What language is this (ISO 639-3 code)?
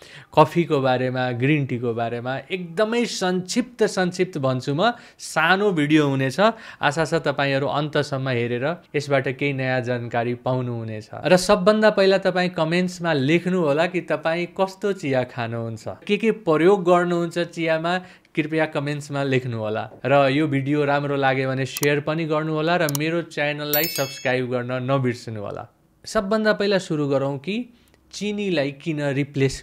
nep